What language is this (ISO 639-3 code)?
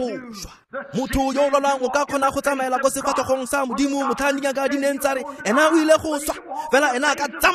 tsn